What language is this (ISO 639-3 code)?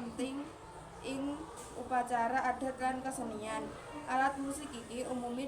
jav